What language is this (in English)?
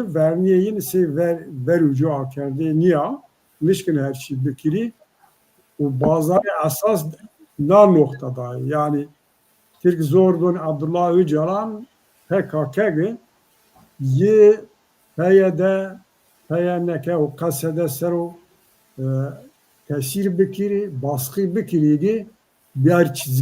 Zaza